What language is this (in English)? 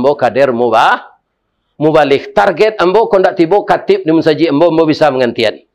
Minangkabau